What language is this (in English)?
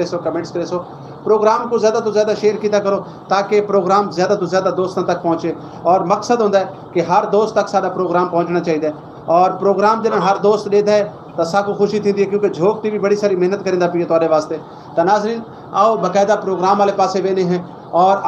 Saraiki